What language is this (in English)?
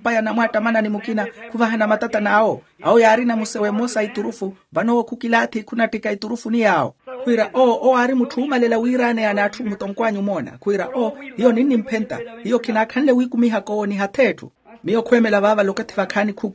Makhuwa